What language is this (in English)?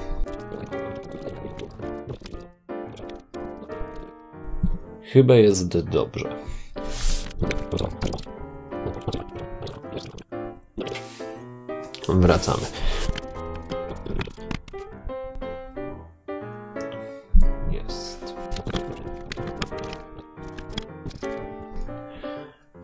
Polish